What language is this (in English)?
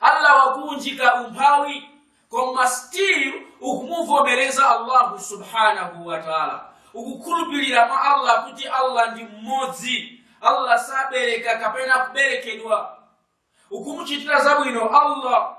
Nyanja